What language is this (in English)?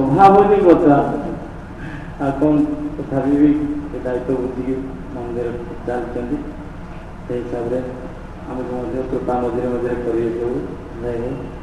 Odia